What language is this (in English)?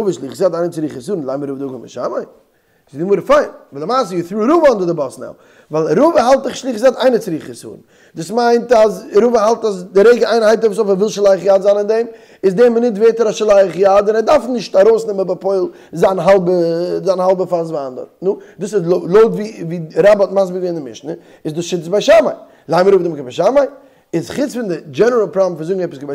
Yiddish